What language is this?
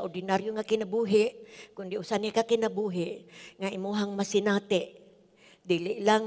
Cebuano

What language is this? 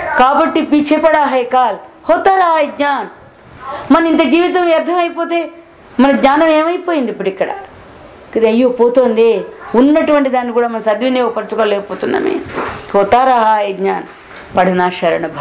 Telugu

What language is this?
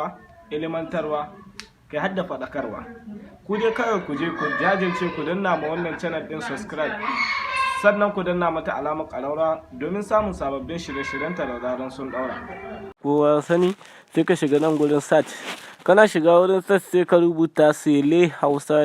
Hausa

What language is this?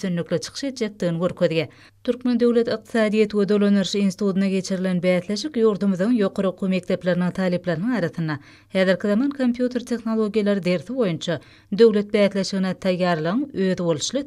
Turkmen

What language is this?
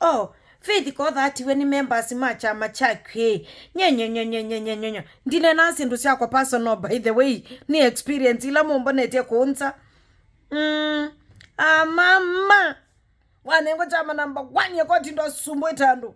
Kamba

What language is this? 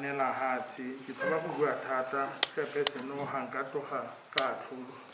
Tswana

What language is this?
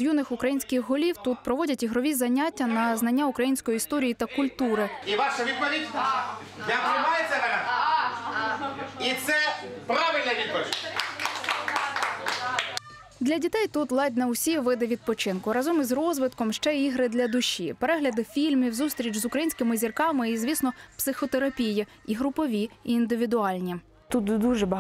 Ukrainian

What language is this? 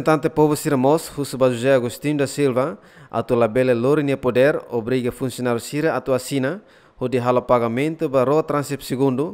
Tetum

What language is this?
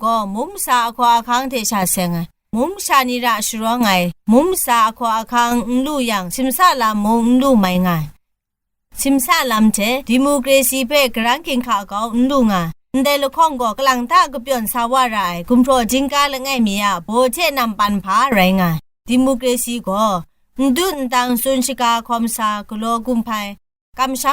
Kachin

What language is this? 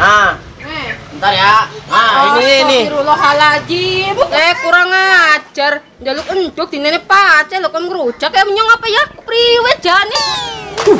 Betawi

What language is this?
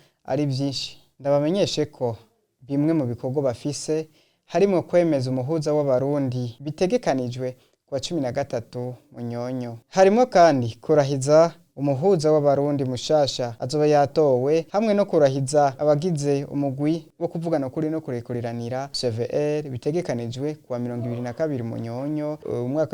Rundi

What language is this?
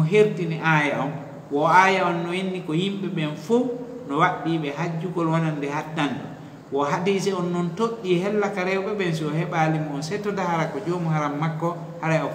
Fula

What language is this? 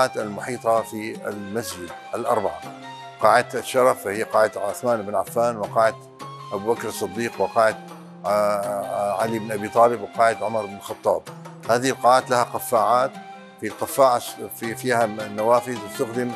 Arabic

